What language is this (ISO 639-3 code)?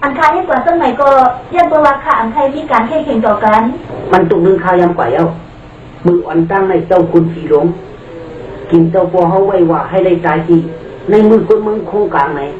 shn